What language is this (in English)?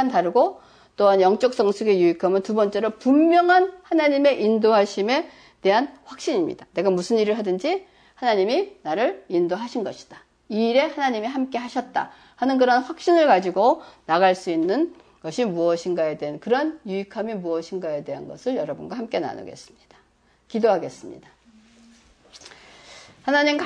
Korean